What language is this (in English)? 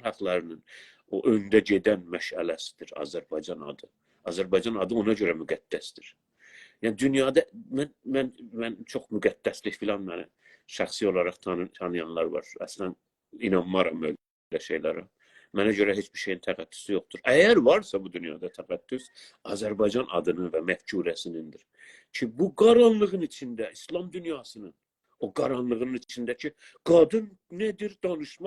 South Azerbaijani